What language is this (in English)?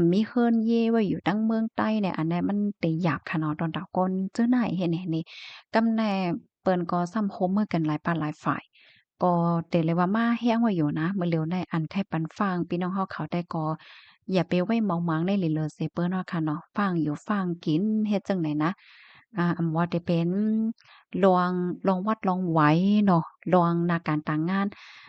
Shan